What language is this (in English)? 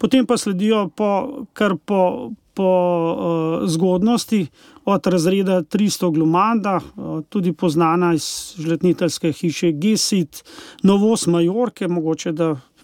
Slovenian